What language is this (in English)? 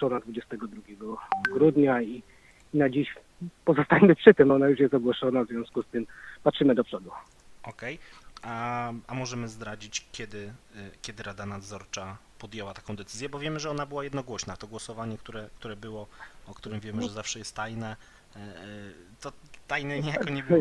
Polish